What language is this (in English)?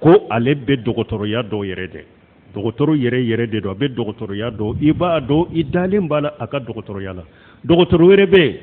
Bambara